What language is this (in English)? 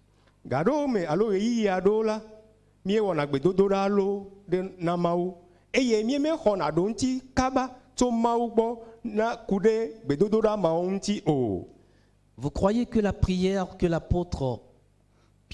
Ewe